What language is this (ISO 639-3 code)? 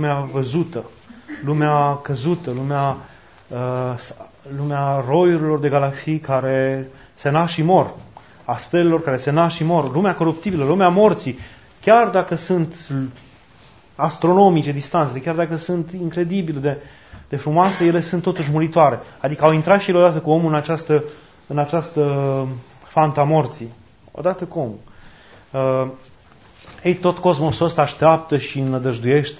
ron